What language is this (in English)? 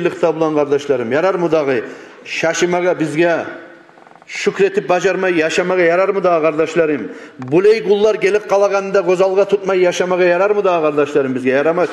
Kumyk